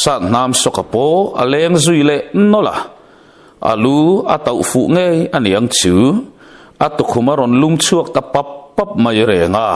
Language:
Mizo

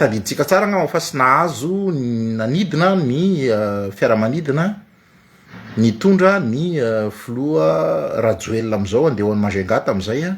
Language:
Malagasy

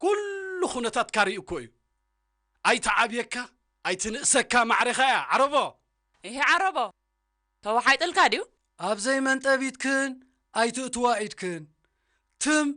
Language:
Tigrinya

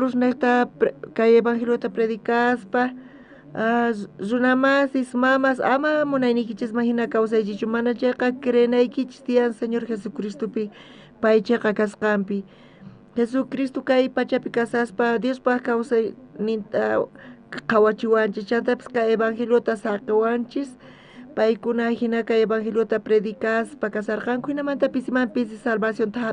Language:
South Bolivian Quechua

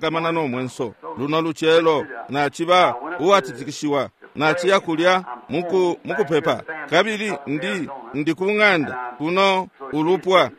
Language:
Bemba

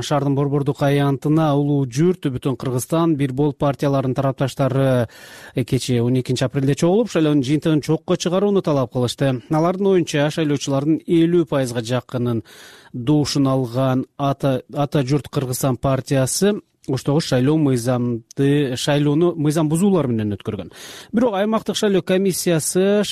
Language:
Kyrgyz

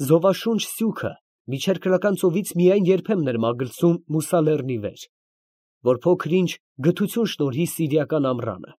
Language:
Armenian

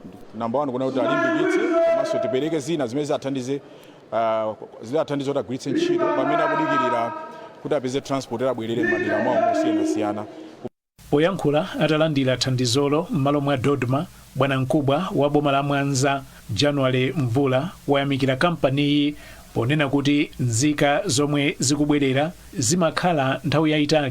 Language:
Nyanja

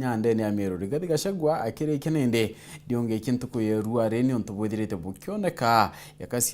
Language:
Meru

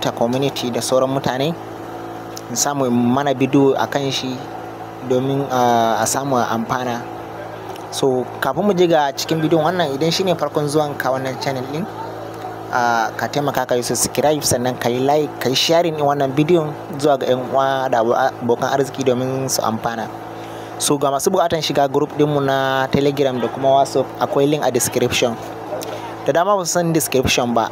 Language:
Hausa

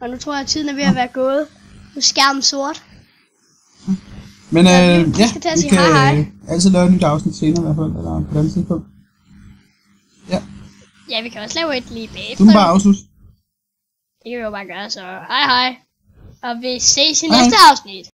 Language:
Danish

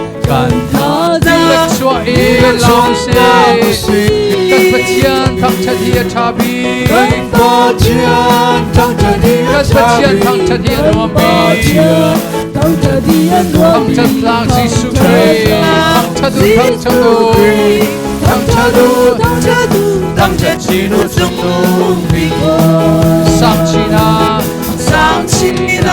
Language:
Hakha Chin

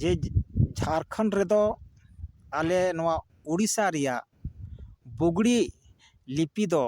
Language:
Santali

